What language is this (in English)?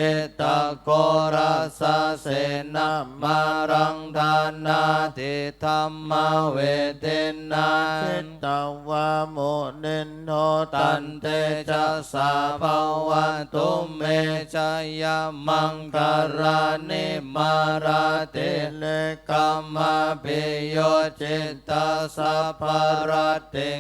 Pali